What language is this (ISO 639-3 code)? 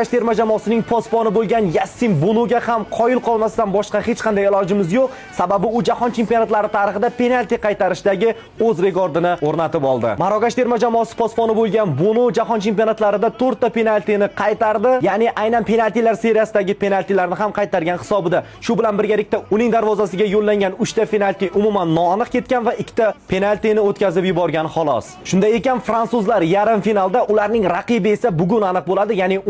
uzb